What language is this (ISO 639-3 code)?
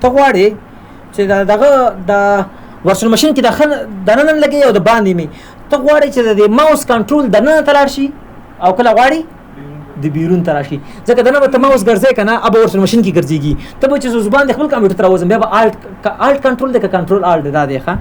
pus